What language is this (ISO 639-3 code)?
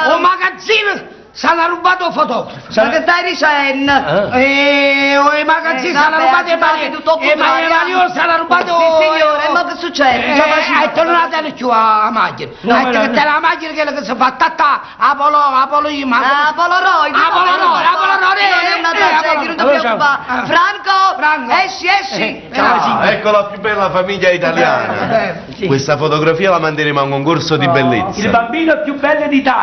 nap